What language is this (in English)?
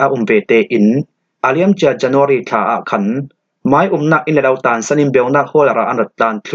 Falam Chin